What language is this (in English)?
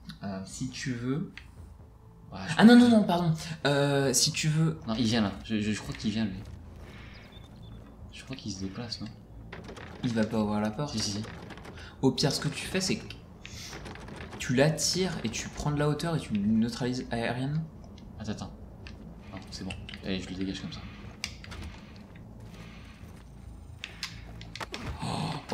French